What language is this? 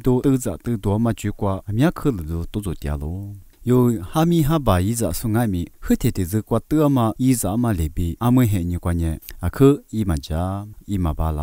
Lisu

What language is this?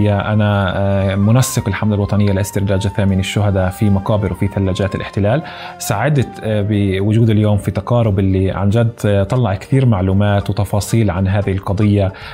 North Levantine Arabic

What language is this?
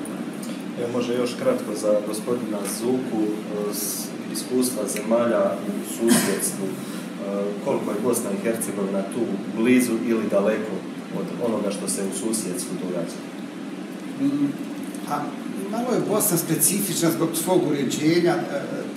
Bosnian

